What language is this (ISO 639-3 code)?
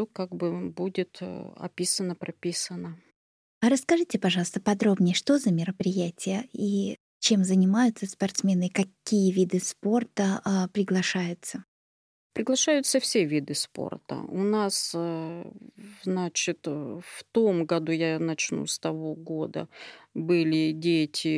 rus